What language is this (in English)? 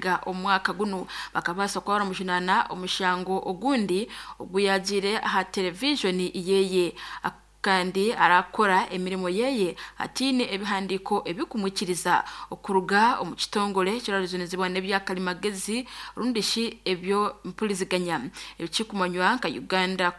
Nyankole